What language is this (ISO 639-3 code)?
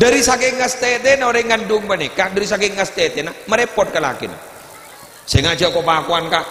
mad